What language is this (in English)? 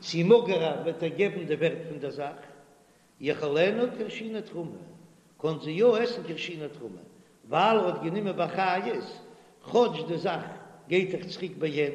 Yiddish